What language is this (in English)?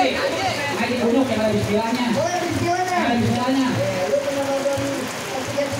Betawi